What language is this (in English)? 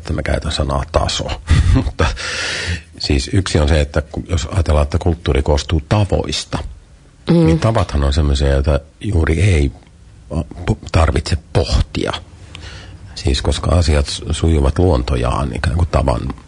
Finnish